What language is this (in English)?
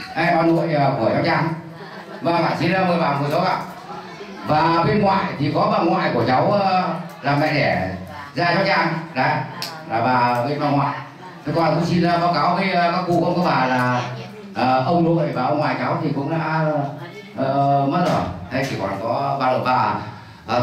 Vietnamese